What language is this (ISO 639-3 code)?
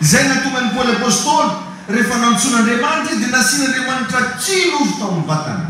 mlg